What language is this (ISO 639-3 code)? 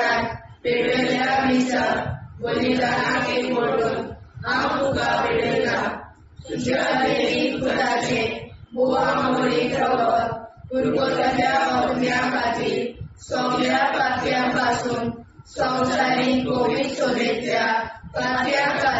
kok